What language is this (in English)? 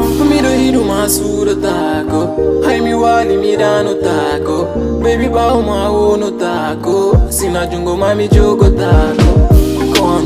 Fula